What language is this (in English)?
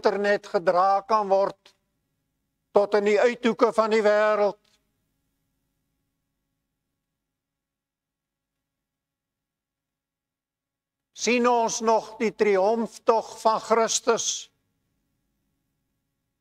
Afrikaans